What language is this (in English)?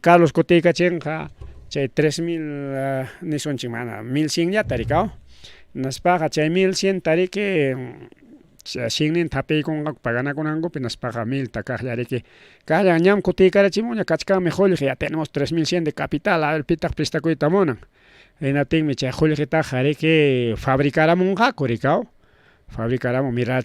Ayacucho Quechua